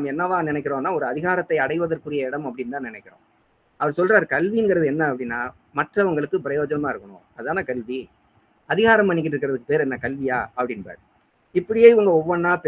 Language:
Tamil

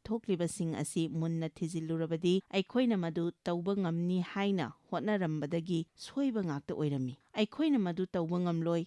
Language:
Manipuri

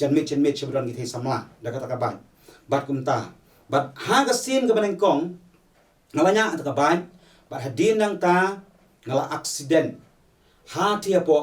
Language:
Khasi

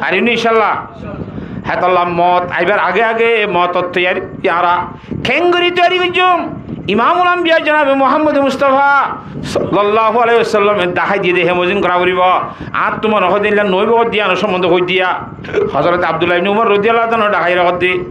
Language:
Rohingya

